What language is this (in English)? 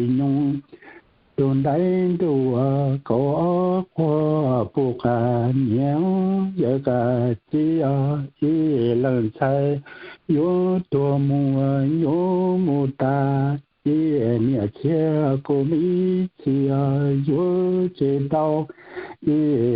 Hmong